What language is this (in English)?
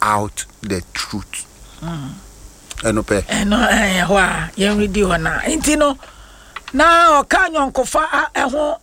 Akan